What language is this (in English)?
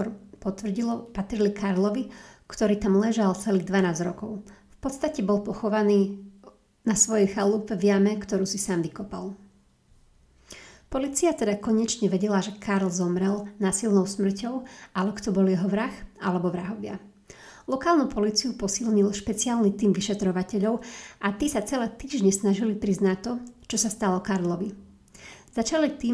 Slovak